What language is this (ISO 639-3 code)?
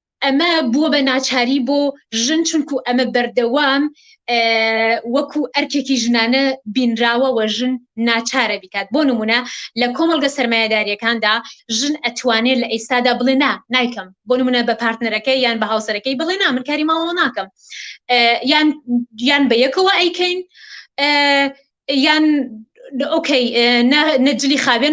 ckb